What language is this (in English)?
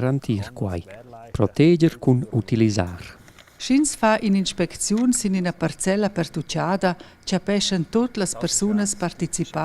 Romansh